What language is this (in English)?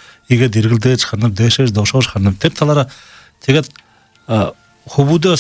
Buriat